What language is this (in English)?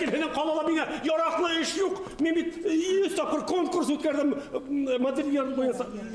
Bashkir